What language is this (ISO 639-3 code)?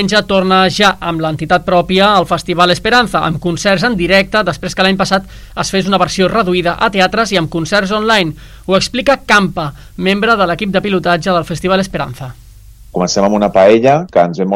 cat